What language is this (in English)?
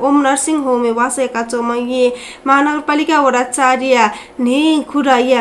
Newari